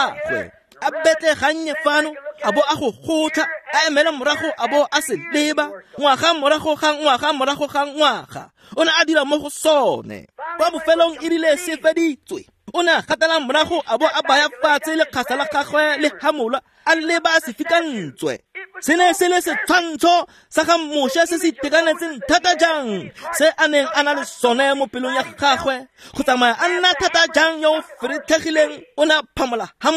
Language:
Tswana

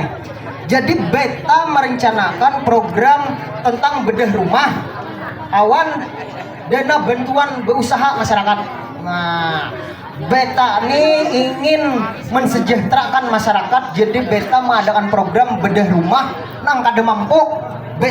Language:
Banjar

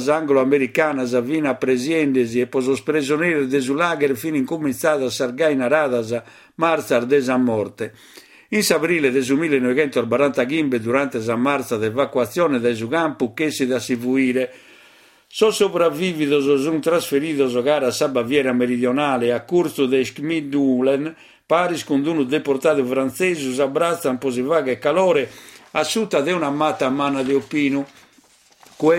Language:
Sardinian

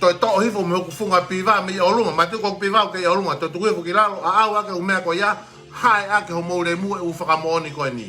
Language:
Tongan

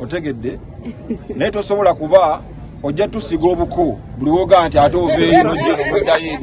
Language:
Ganda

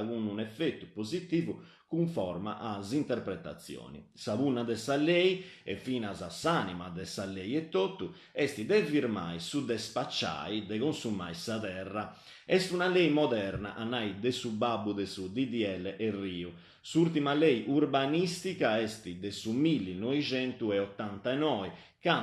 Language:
Sardinian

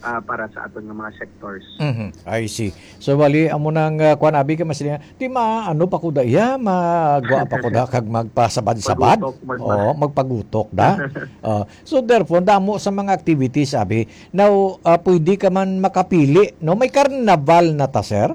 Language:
Hiligaynon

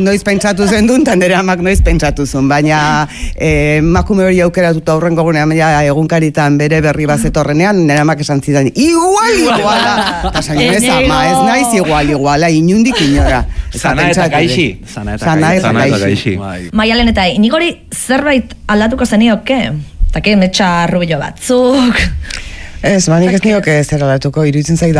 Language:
Basque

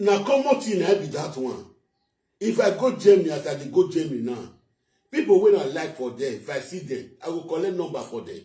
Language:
Nigerian Pidgin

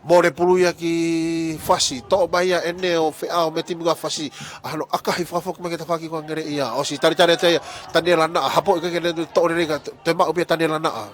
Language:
Tongan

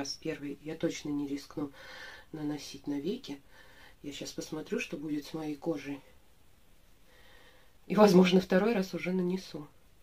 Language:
Russian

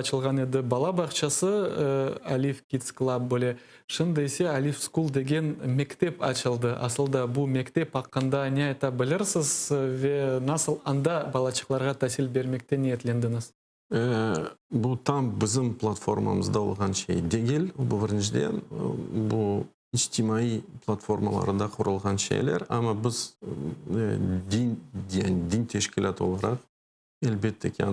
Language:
Crimean Tatar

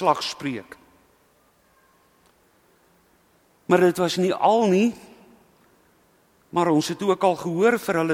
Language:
Afrikaans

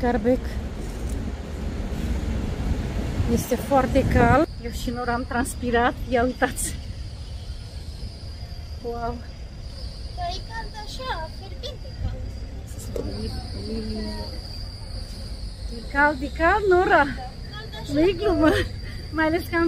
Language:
Romanian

